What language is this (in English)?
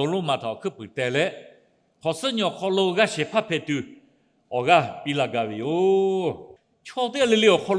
Lahu